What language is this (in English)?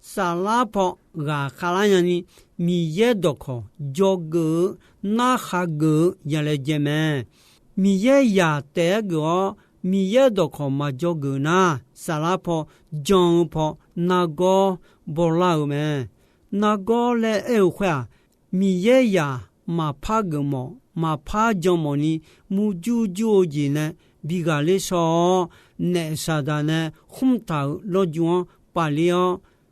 Akha